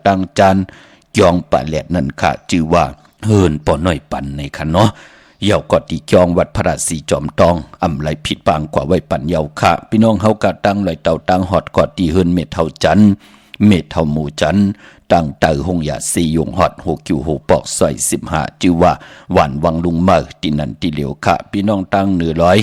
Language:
Shan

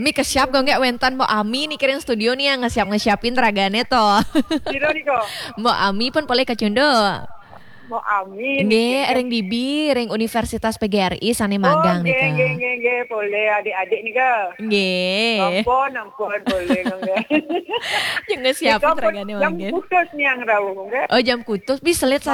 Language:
Balinese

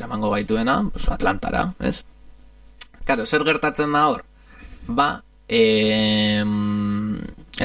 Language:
Basque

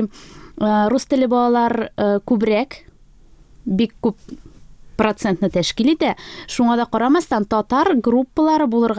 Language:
Tatar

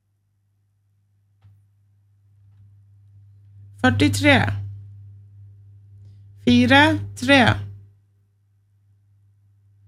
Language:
Norwegian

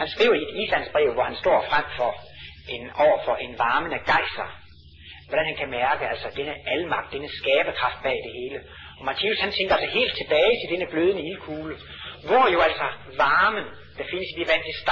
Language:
Danish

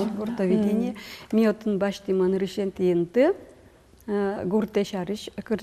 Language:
Udmurt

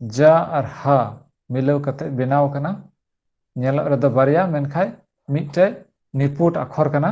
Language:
Santali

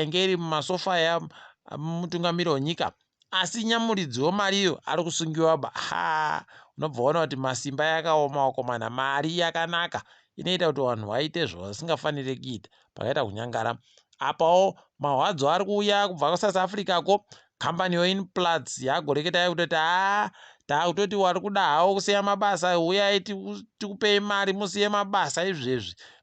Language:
Ndau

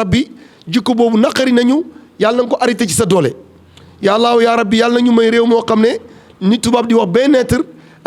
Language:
Wolof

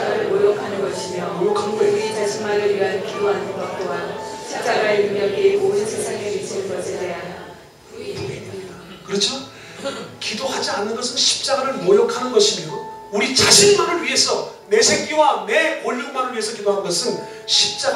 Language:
Korean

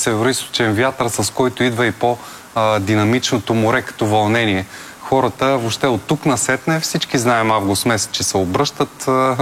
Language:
Bulgarian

